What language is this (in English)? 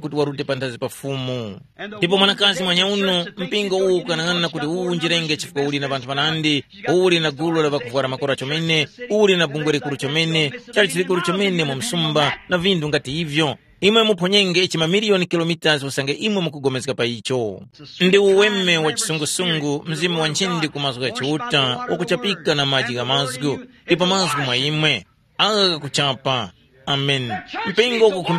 Tumbuka